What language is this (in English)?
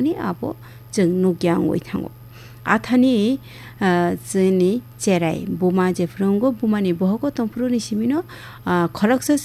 Kok Borok